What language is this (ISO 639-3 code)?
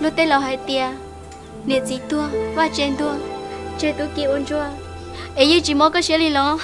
hmn